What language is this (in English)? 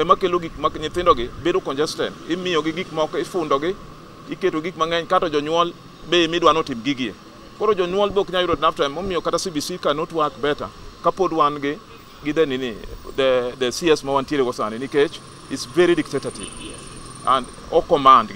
Luo (Kenya and Tanzania)